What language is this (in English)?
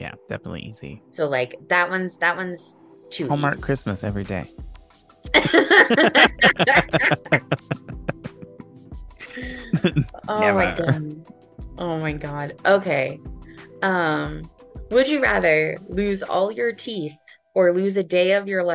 English